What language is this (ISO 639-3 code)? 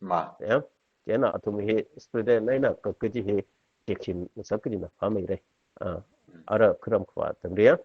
nmf